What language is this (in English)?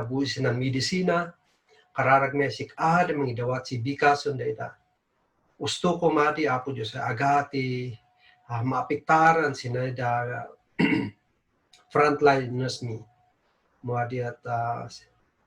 Kankanaey